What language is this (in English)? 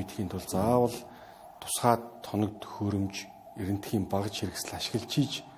Mongolian